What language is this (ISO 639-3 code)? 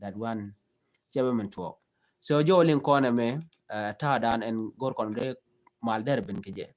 nus